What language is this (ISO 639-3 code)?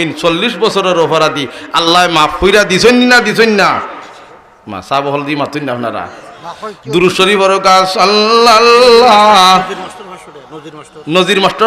syl